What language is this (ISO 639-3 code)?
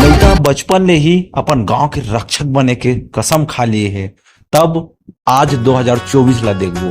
hne